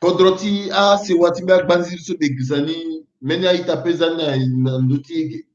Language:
Sango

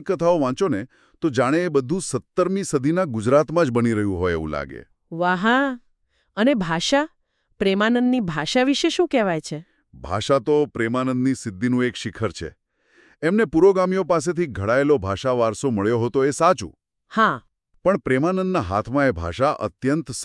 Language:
Gujarati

